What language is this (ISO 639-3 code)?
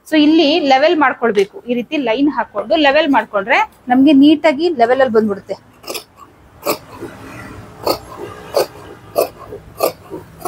kan